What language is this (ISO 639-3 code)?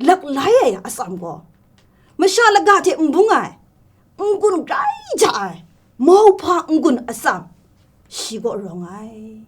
kac